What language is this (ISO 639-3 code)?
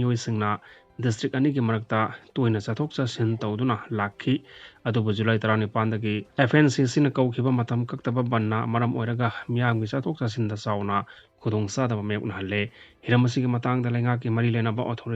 mni